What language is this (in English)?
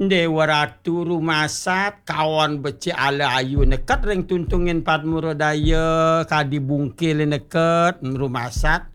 Balinese